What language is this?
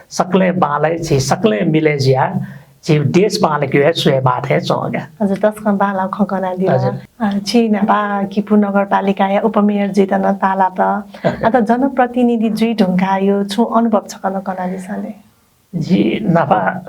Newari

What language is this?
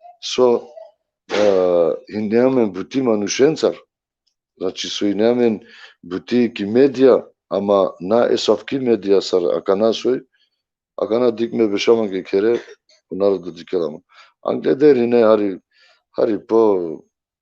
Balkan Romani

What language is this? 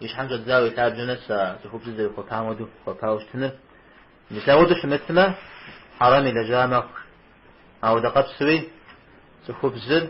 Kabardian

